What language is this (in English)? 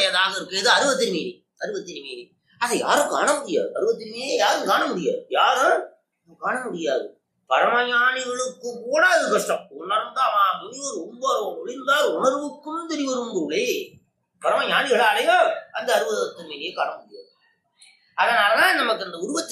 Tamil